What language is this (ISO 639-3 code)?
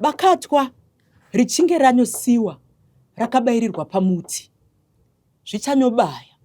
sna